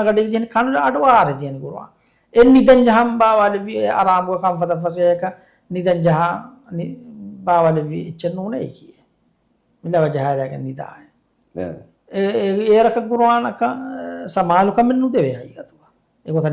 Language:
Divehi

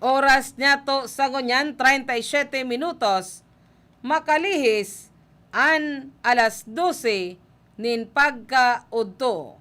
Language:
Bikol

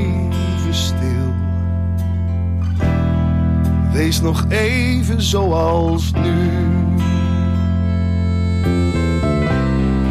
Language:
Dutch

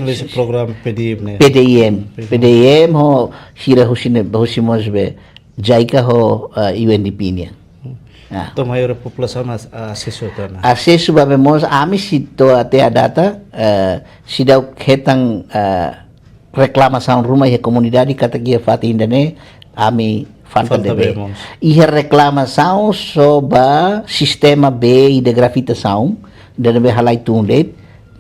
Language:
Tetum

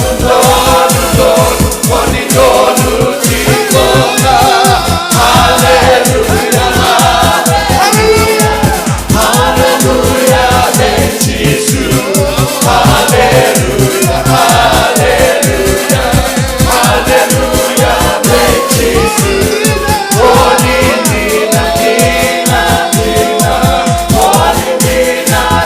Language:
Fijian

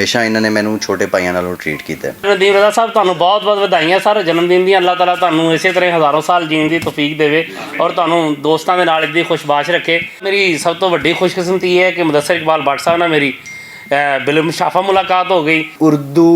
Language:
Western Panjabi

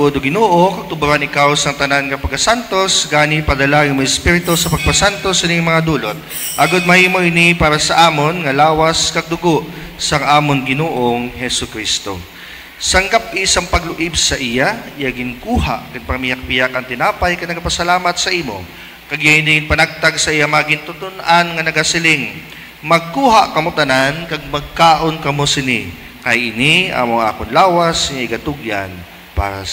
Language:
Hiligaynon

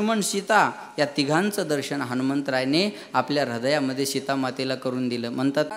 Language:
Marathi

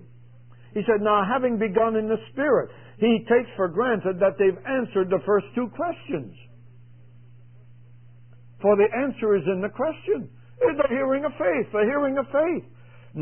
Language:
English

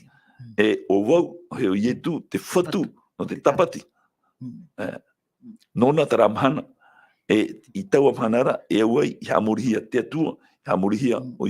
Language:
Tahitian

